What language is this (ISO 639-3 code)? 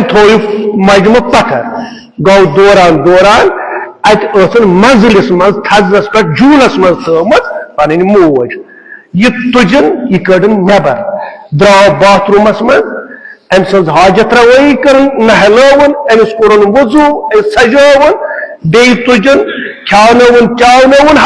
kas